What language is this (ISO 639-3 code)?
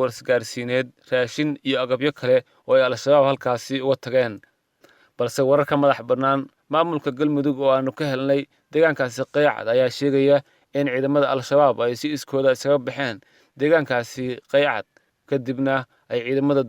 som